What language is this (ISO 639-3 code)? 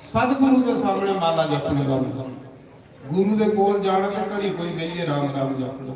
doi